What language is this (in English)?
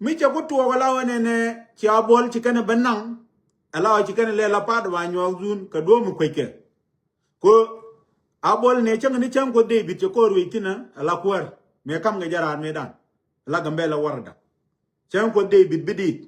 Nuer